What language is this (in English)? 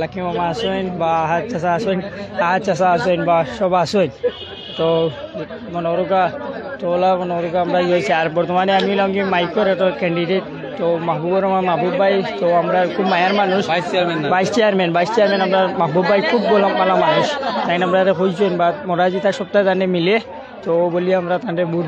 Sylheti